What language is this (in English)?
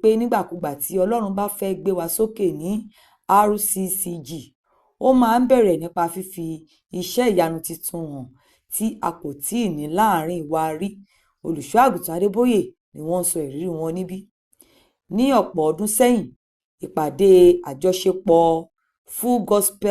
Yoruba